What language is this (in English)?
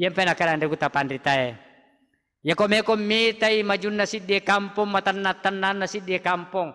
Buginese